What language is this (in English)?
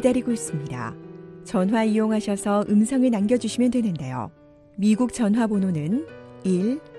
Korean